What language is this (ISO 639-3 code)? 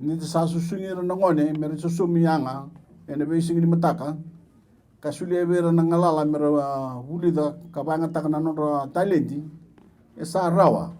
fij